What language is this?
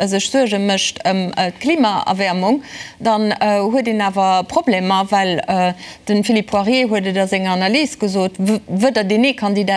Luxembourgish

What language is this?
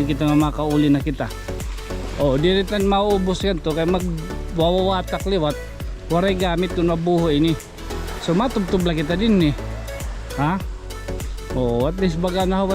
Waray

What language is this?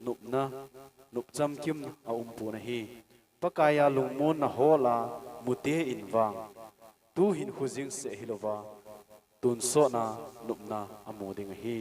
Thado Chin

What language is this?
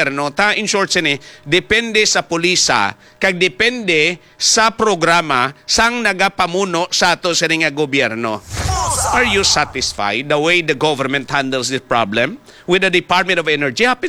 Hiligaynon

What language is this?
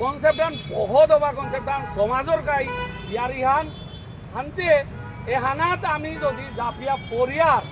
Bishnupriya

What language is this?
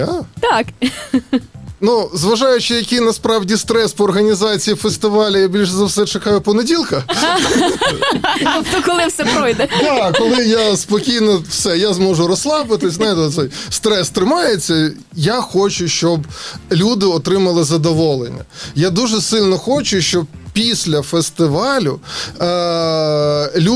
Ukrainian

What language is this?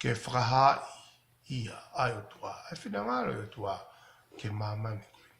Tongan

